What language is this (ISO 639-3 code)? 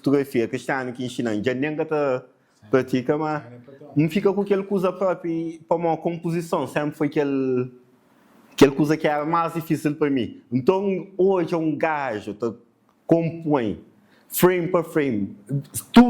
kea